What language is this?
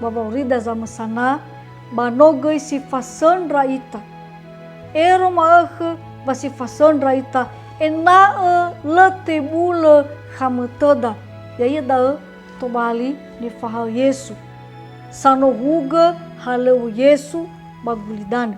Nias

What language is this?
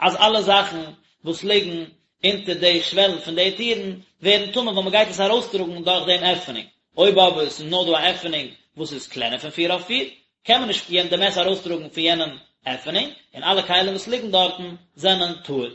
Yiddish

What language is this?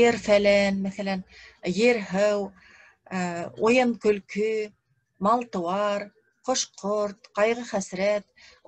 Bashkir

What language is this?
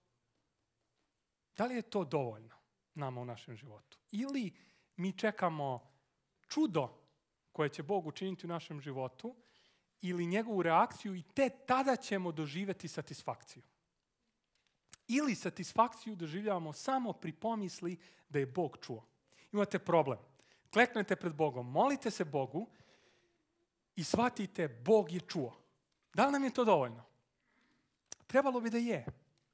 Serbian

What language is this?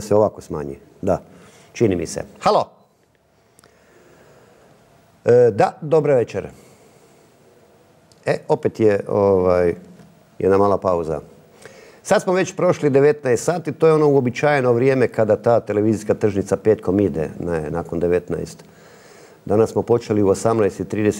Croatian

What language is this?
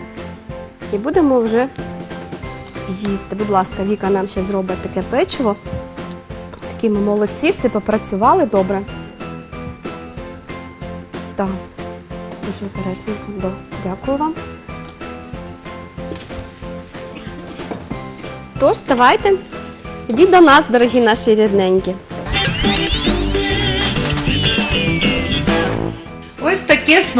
Ukrainian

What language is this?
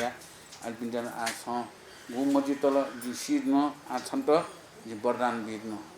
Newari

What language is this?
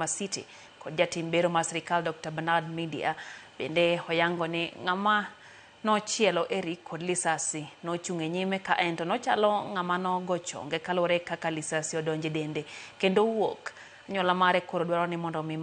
Luo (Kenya and Tanzania)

